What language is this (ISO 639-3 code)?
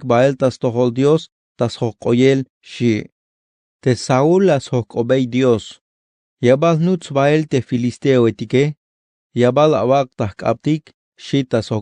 tzh